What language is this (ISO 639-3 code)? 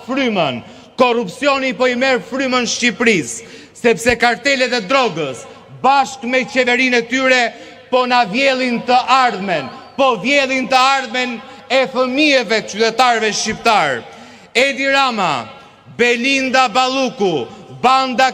sqi